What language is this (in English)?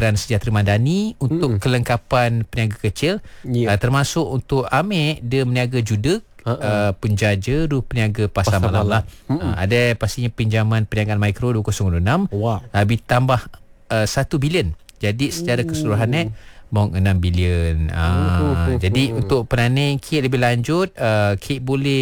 Malay